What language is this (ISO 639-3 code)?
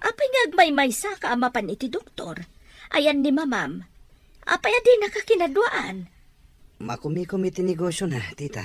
ilo